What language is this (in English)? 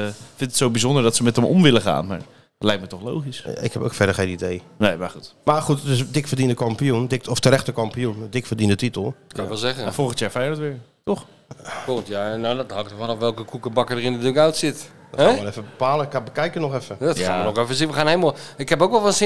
Dutch